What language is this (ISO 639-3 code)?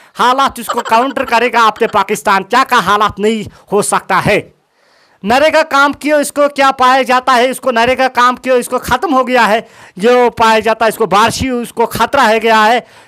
kas